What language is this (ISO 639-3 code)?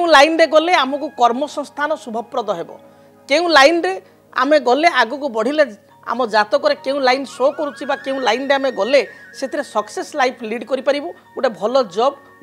ori